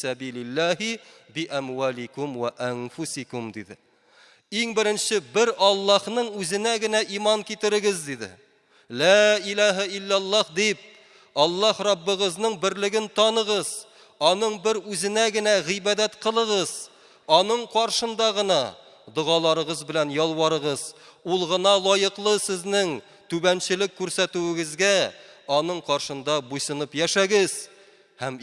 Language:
Tatar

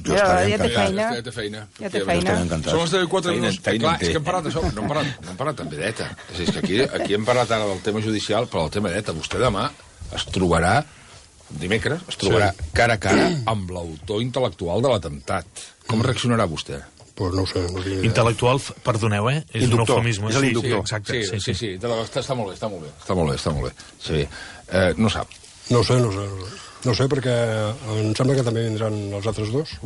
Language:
Catalan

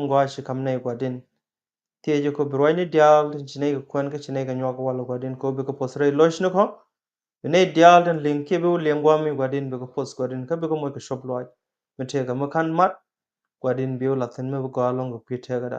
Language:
Nuer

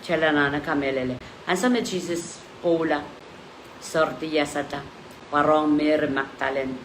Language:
Pohnpeian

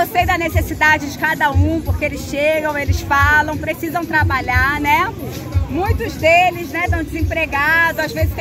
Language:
Portuguese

